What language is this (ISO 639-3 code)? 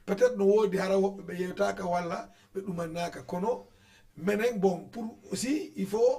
ful